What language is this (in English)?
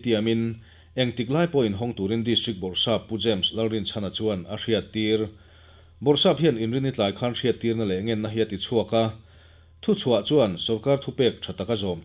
Mizo